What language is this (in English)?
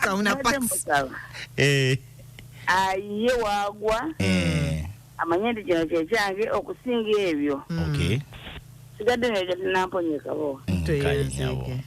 Ganda